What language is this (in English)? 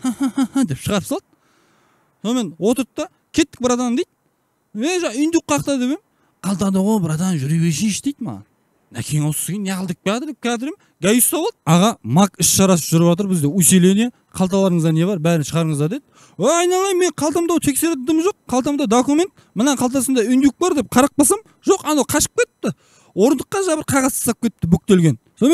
Kyrgyz